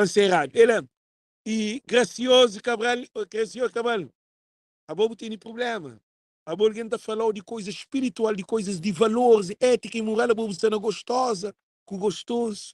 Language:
Kabuverdianu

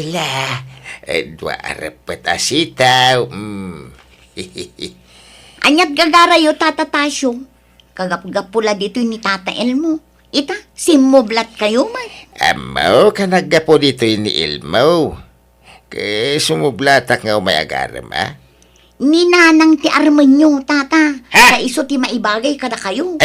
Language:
Iloko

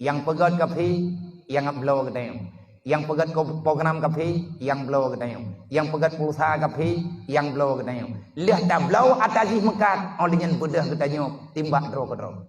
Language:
Achinese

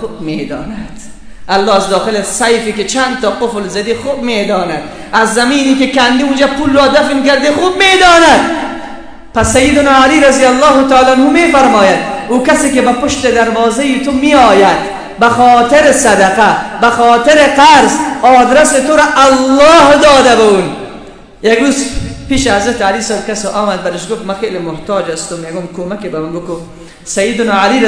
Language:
Persian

